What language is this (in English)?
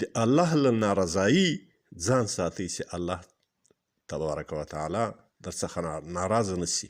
Pashto